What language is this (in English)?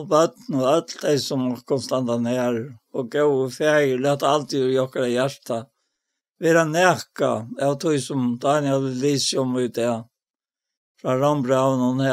Faroese